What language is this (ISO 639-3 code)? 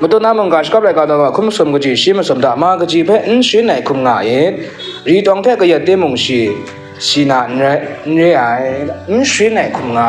kac